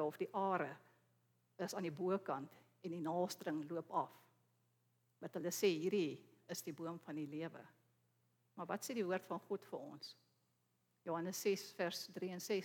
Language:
Afrikaans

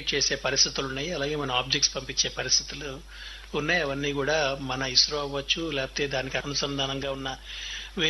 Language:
Telugu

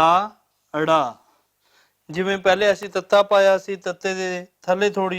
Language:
Western Panjabi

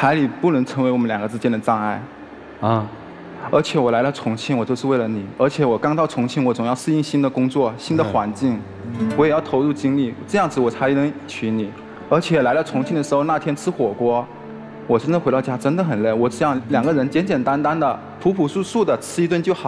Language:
Chinese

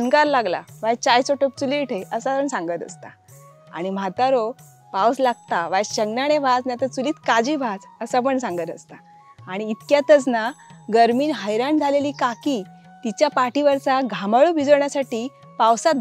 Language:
Konkani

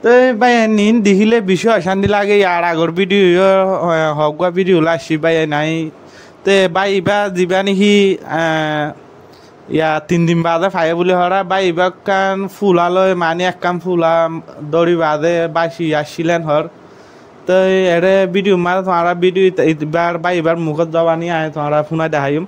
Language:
Rohingya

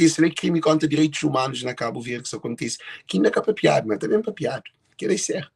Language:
Kabuverdianu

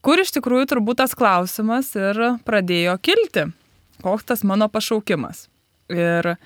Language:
Lithuanian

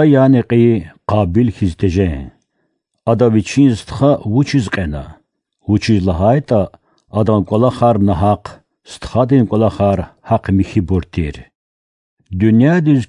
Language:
Lezghian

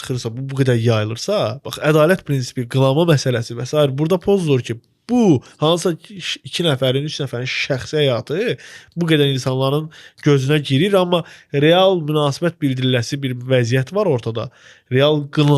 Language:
Azerbaijani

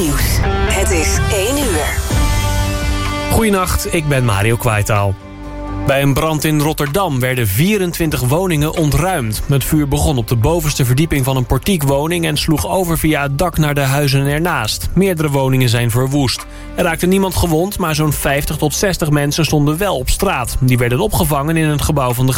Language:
Dutch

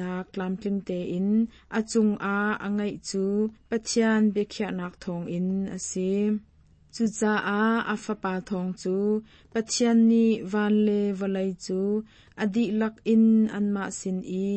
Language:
Hakha Chin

